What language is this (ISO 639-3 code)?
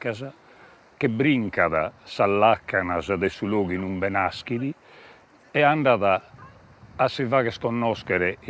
srd